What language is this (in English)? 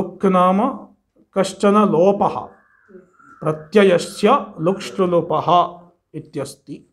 Sanskrit